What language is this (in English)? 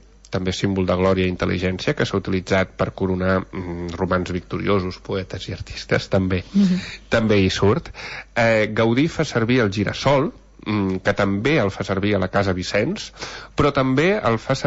Catalan